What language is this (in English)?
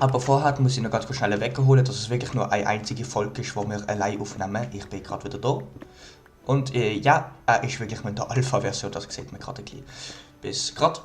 Swiss German